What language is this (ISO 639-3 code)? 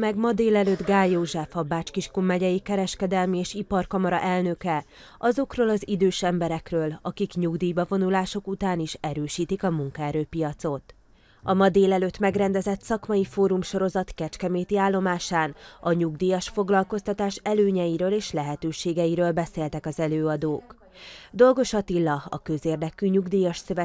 hun